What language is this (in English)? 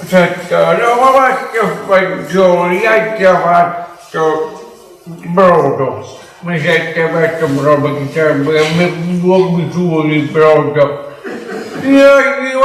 Neapolitan